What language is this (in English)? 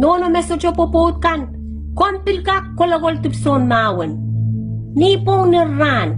Pohnpeian